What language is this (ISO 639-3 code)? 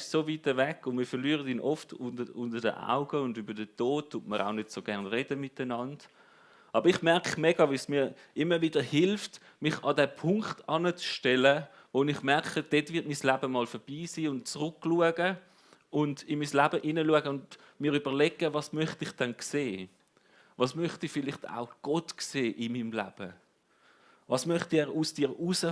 gsw